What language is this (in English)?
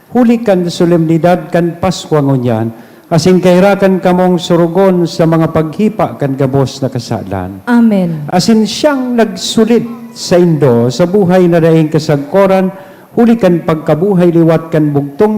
Bikol